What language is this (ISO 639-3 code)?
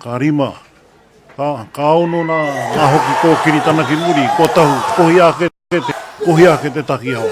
mri